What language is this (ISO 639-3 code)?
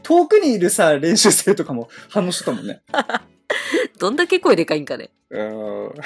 jpn